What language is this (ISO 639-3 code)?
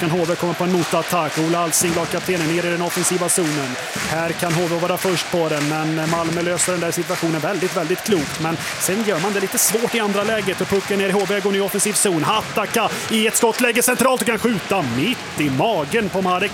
swe